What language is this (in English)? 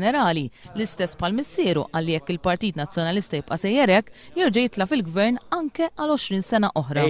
Maltese